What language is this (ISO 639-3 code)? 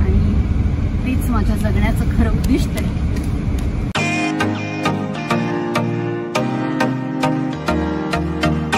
mar